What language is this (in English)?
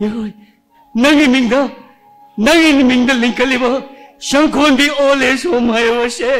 Manipuri